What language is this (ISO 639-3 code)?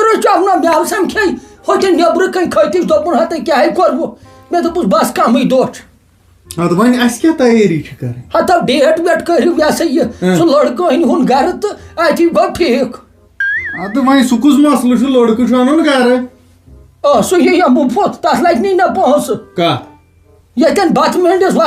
kas